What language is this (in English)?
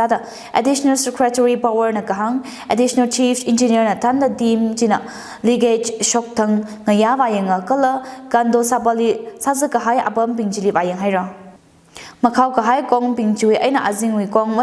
Tangkhul Naga (India)